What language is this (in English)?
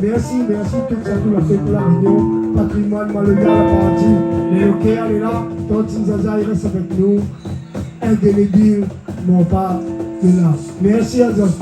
Réunion Creole French